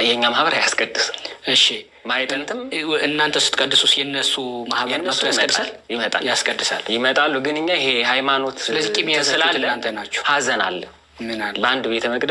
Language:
Amharic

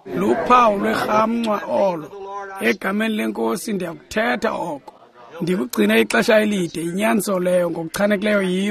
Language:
Xhosa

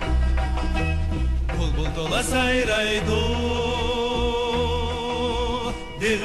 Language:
Uyghur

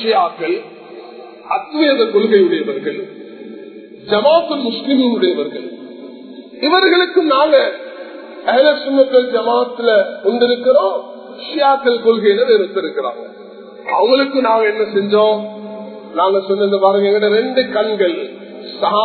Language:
Tamil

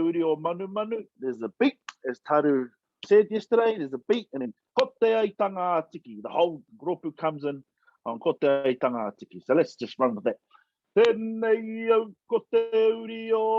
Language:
Māori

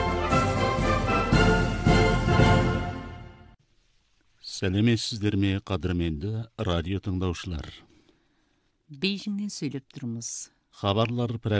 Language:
Kazakh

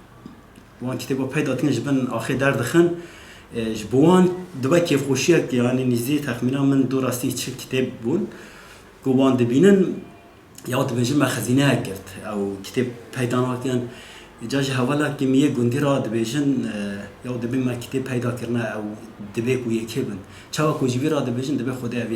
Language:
Kurdish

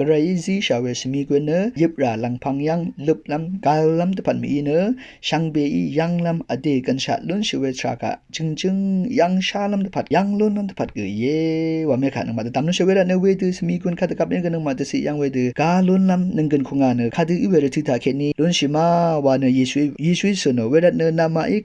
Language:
Rawang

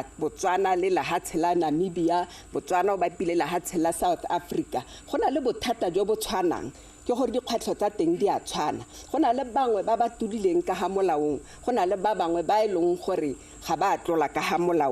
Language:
Tswana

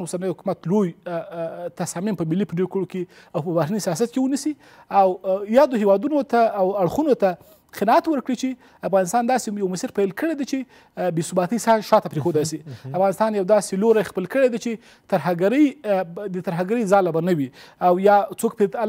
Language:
Pashto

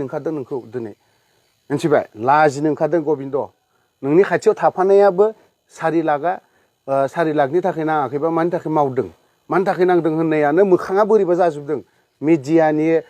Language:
Bodo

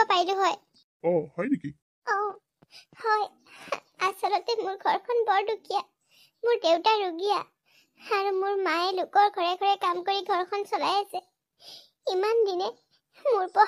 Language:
Assamese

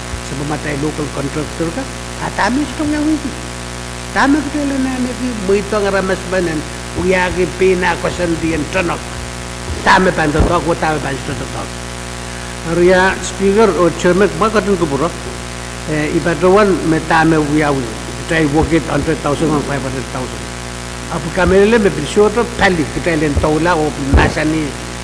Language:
Pohnpeian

